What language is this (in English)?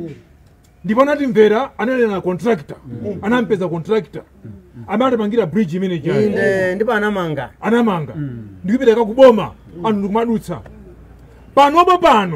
Nyanja